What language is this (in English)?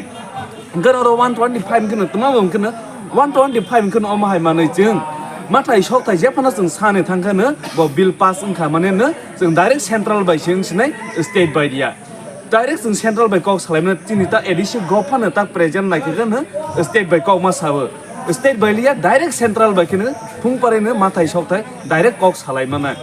Kok Borok